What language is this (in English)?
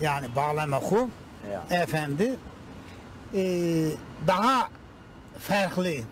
Zaza